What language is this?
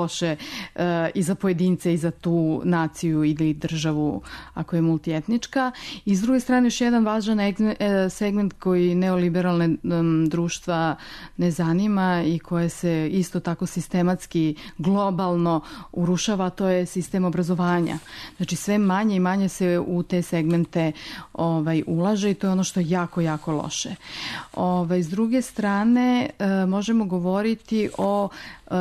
Serbian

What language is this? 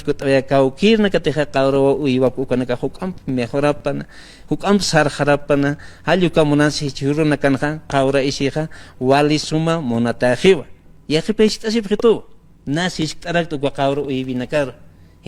Aymara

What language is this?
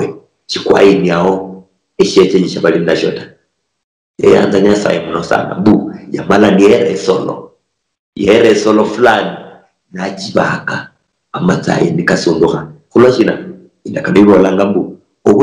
Luyia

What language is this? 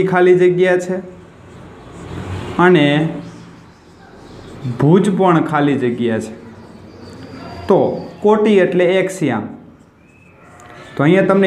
Gujarati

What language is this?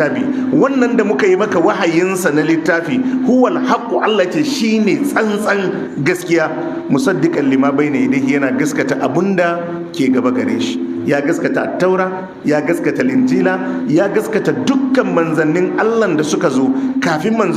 Hausa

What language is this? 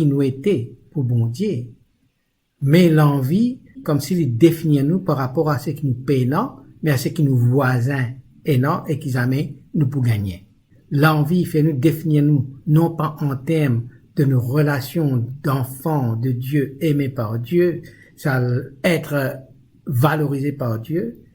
Morisyen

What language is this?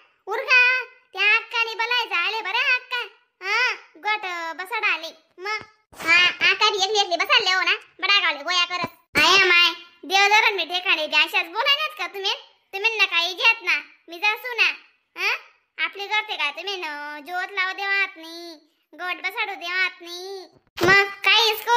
Khandesi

